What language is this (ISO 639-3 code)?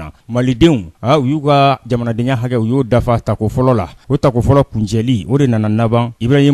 bam